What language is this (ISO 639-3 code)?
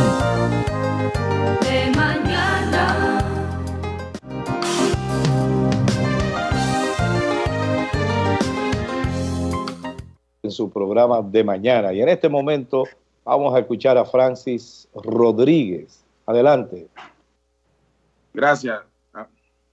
spa